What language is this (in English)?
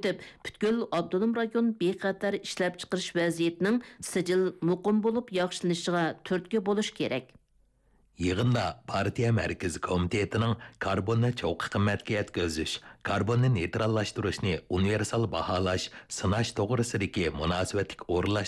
Uyghur